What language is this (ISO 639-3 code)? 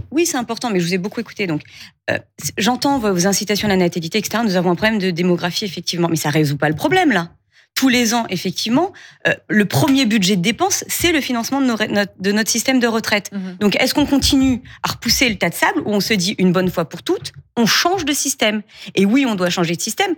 fra